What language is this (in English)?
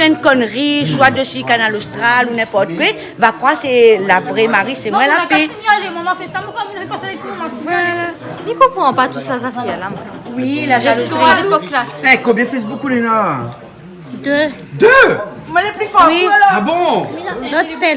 Réunion Creole French